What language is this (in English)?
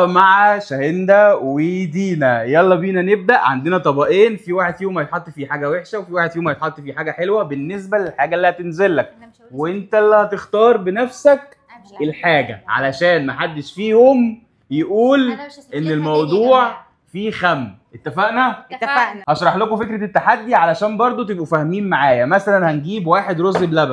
Egyptian Arabic